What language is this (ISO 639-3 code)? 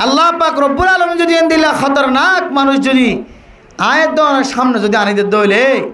rhg